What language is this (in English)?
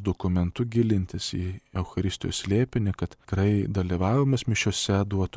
Lithuanian